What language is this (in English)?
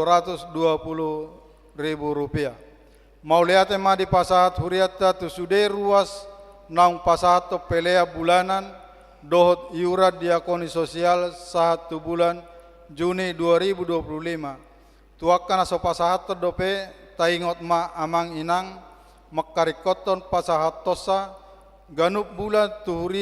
Batak Toba